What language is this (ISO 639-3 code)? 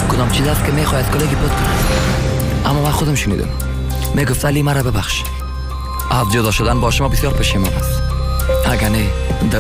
fas